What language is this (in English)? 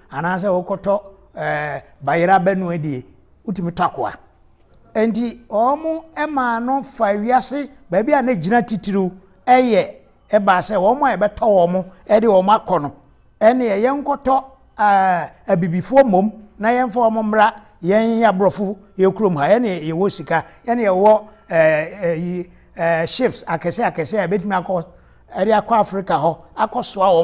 Akan